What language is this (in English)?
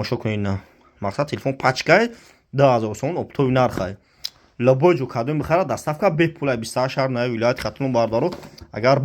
Tajik